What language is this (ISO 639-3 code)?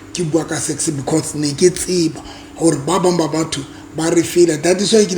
sot